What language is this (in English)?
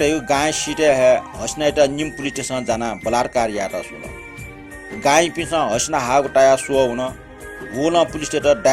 Newari